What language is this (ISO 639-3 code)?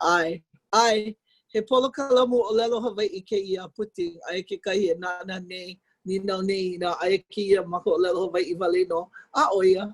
haw